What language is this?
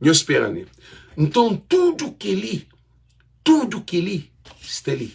Kabuverdianu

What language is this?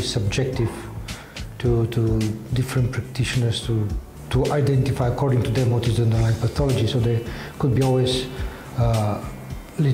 English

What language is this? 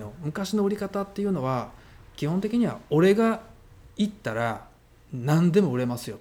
Japanese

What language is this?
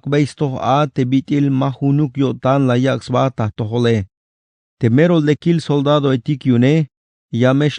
Tzeltal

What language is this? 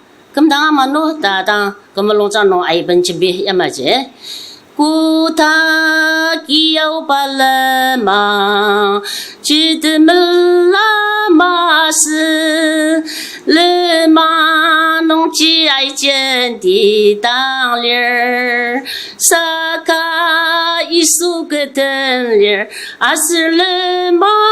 Ao Naga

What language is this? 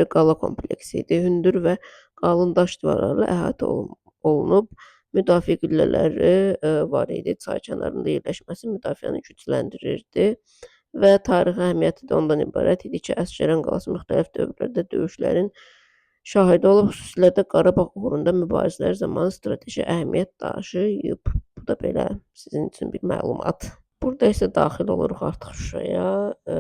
Azerbaijani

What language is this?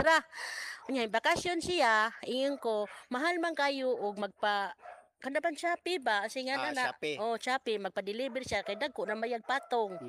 Cebuano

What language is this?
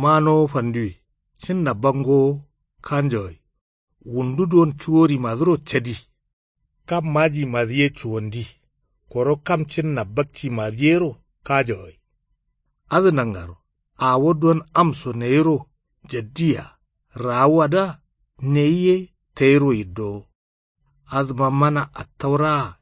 Kanuri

